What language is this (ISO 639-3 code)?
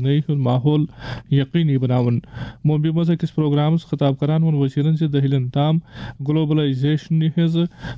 kas